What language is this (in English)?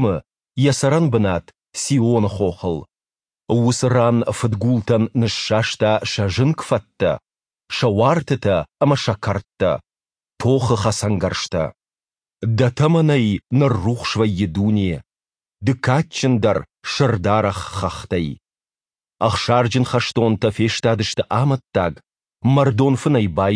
Ossetic